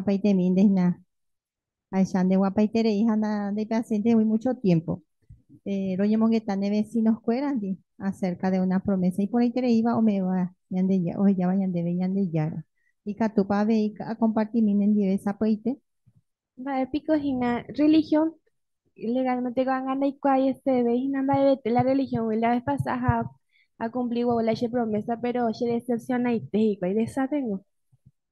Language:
Guarani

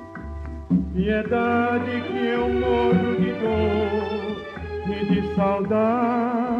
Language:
Portuguese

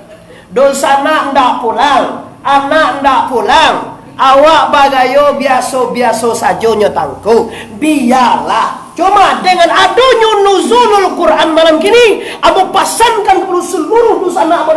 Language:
Minangkabau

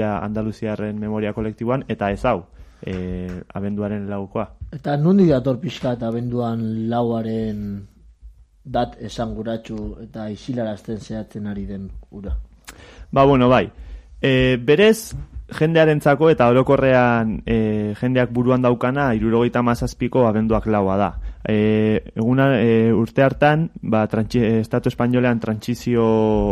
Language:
Basque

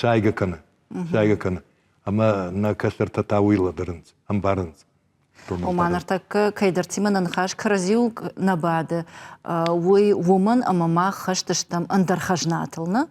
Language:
Ossetic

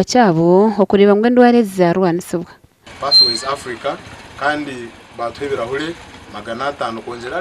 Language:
Nyankole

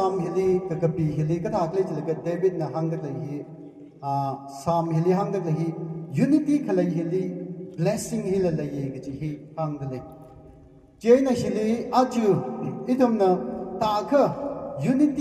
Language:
Tangkhul Naga (India)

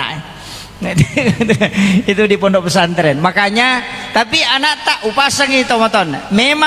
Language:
Buginese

